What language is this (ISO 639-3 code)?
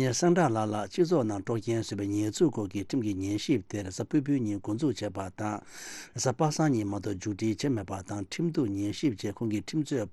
bod